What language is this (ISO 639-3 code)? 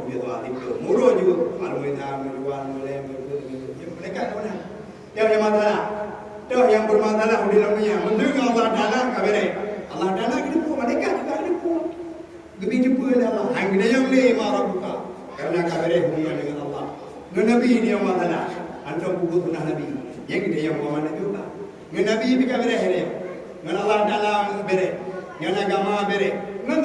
ace